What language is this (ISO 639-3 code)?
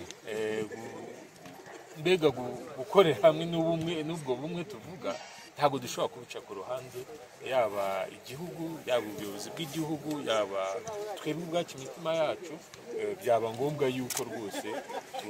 kin